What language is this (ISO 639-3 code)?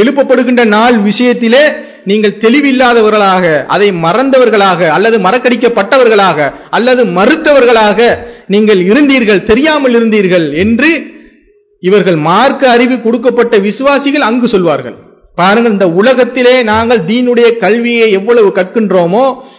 tam